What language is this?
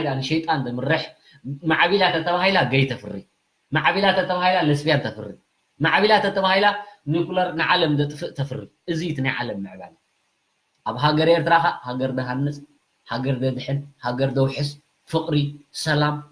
Tigrinya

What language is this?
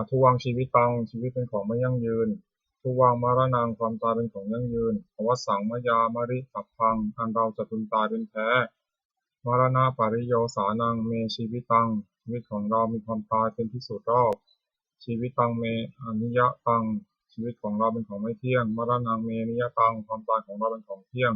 Pali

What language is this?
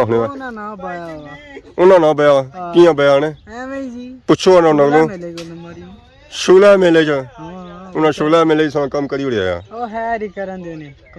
Pahari-Potwari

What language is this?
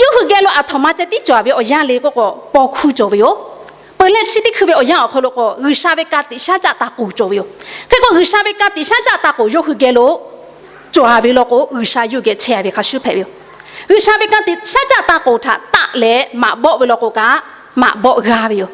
Lahu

